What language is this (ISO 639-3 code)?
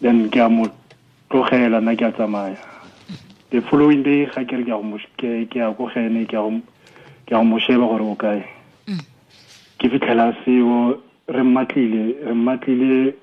tsn